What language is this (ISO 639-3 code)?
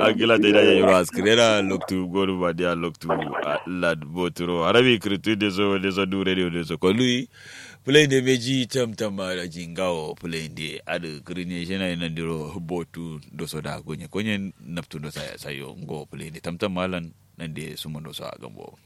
kau